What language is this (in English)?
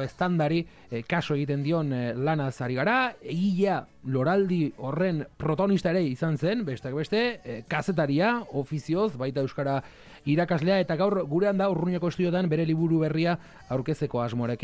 Basque